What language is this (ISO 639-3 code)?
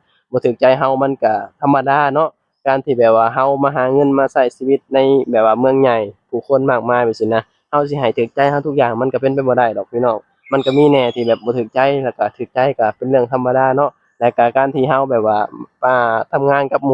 lao